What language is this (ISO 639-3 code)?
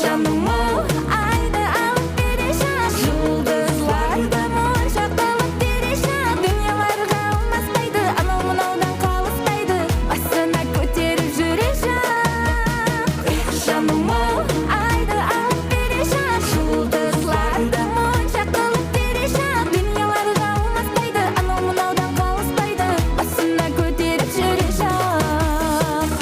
kaa